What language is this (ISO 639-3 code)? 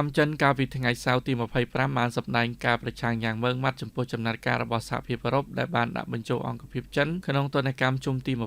khm